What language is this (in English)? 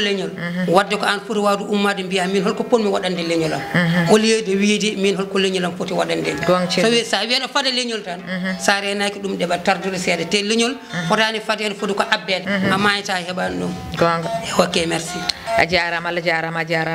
Fula